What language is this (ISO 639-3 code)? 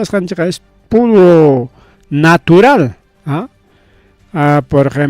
quy